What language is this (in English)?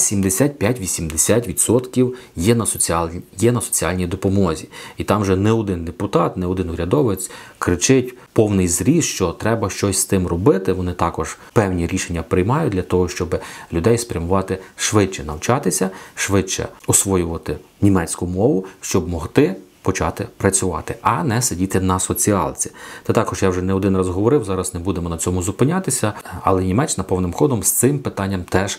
Ukrainian